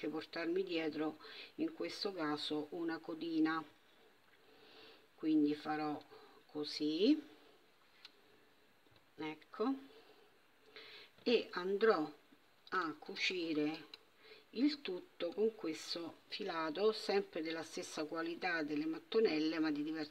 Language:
Italian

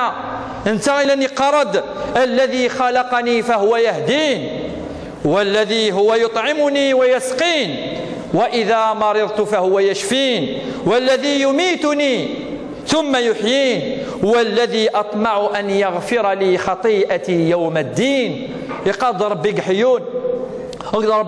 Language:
Kabyle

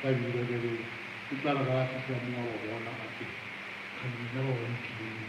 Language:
Northern Sotho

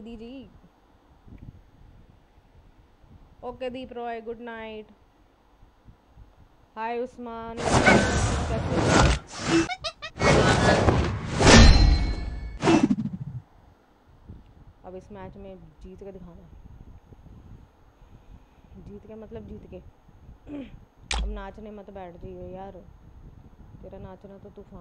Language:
Hindi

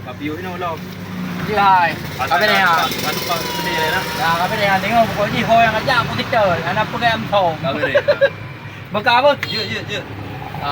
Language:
Achinese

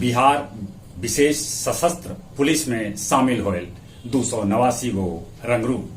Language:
Magahi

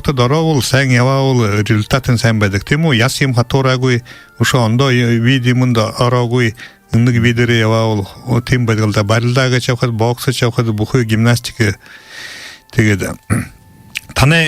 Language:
Buriat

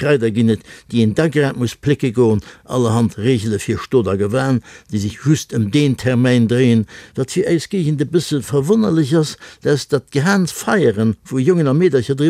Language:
Luxembourgish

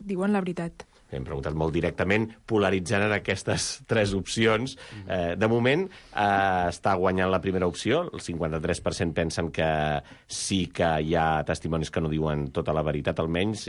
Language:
Catalan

